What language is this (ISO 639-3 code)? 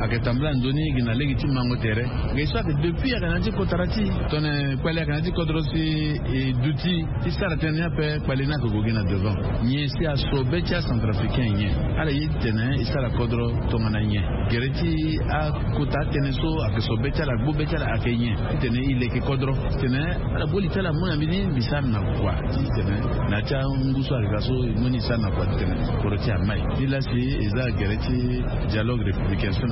sag